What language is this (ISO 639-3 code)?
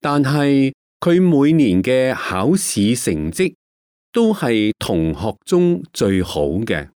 yue